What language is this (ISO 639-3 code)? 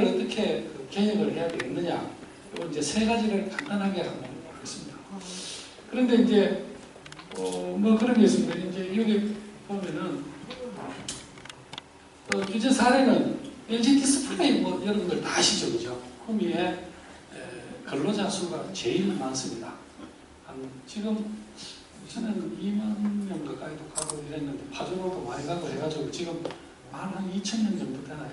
kor